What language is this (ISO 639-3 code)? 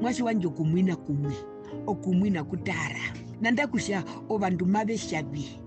her